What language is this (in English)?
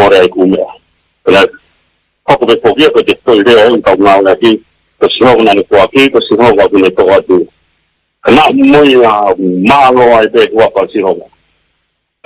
Tongan